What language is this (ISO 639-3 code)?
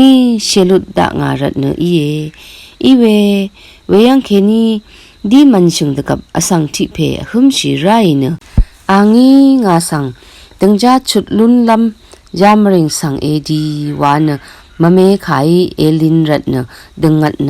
raw